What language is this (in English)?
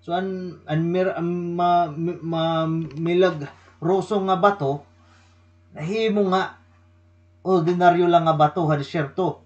Waray